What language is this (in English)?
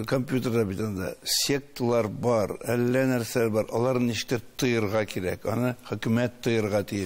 Tatar